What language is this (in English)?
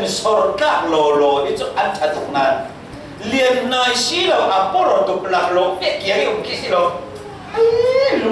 Falam Chin